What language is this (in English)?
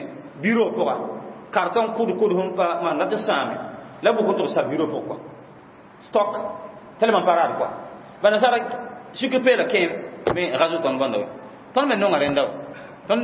Mossi